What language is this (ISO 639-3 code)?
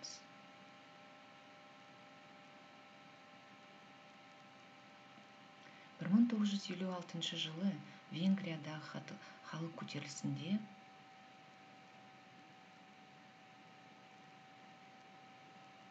kaz